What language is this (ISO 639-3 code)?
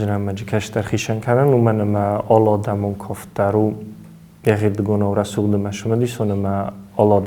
oss